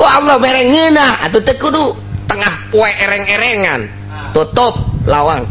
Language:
Sundanese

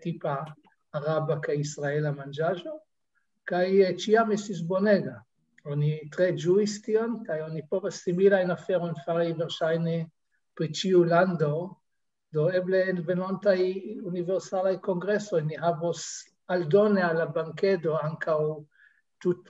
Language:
Esperanto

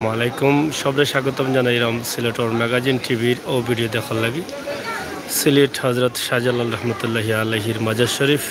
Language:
Sylheti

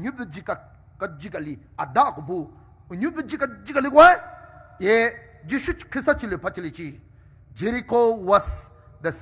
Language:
Poumei Naga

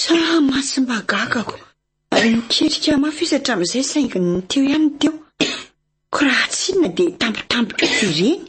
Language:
Malagasy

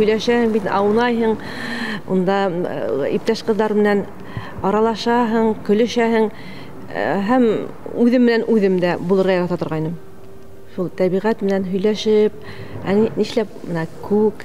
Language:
Bashkir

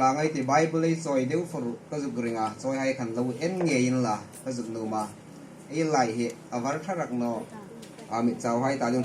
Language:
Hmar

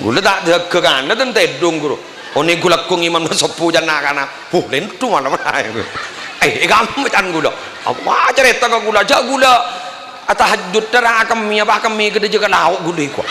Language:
Madurese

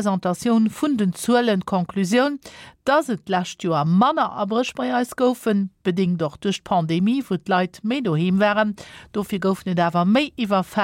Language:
Luxembourgish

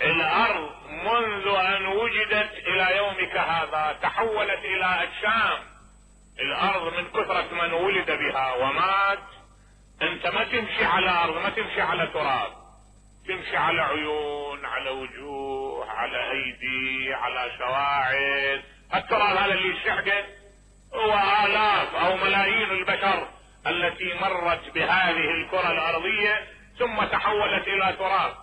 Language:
Mesopotamian Arabic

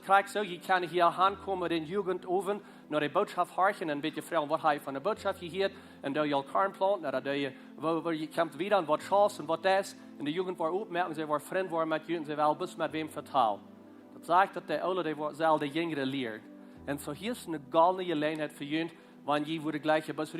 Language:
Plautdietsch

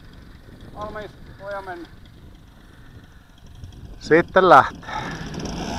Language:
Finnish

